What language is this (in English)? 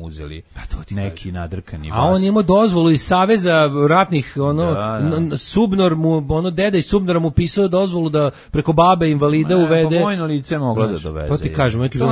Serbian